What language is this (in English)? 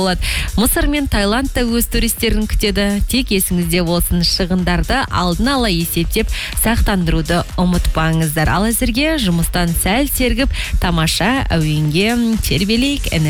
Kazakh